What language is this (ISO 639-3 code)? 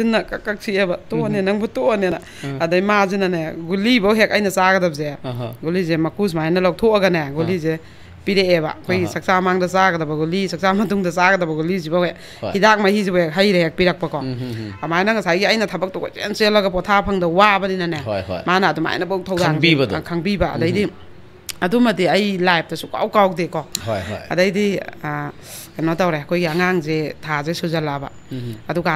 mni